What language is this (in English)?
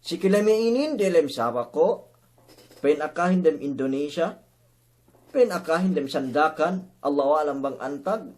Yakan